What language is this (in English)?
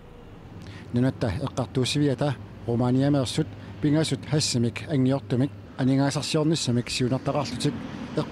Kalaallisut